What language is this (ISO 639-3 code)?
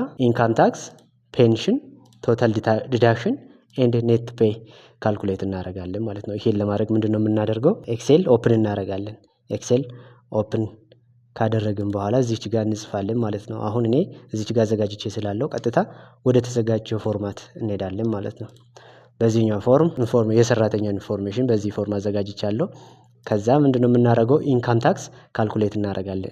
amh